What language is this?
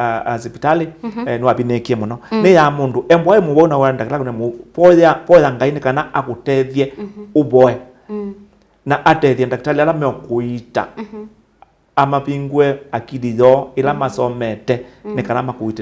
Kamba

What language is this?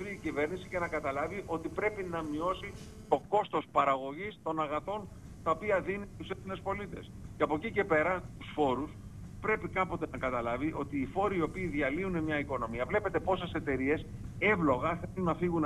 Greek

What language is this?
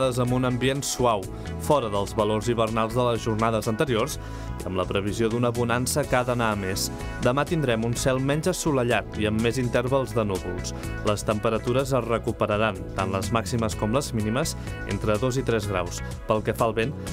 Catalan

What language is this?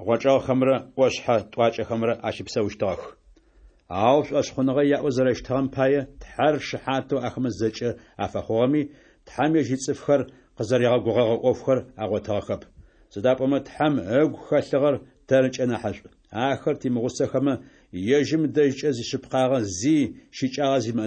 Adyghe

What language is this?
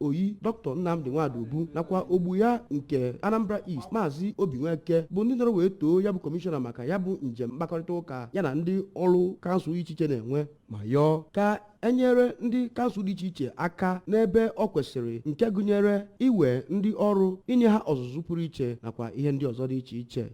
Igbo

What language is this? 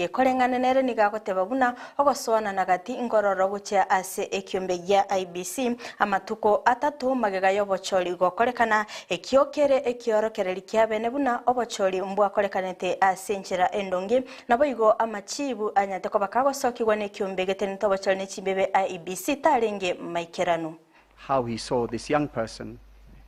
Gusii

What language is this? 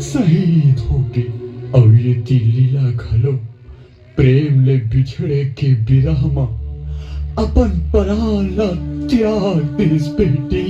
Chhattisgarhi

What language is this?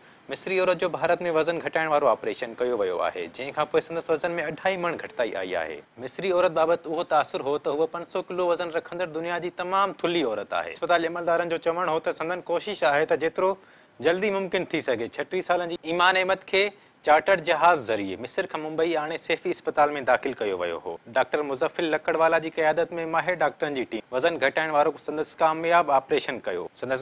Sindhi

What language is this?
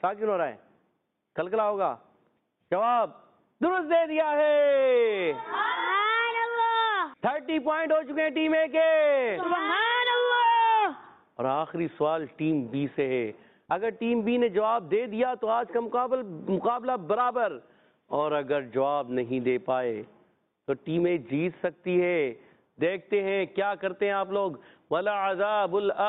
Urdu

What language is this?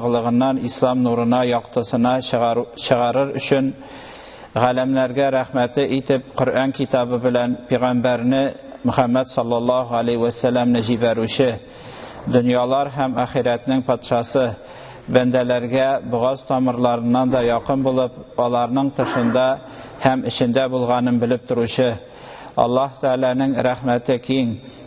Tatar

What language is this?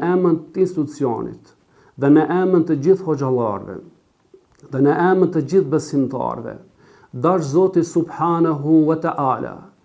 Albanian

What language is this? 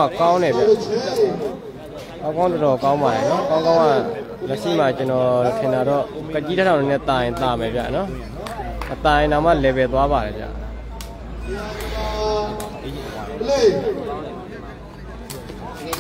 Burmese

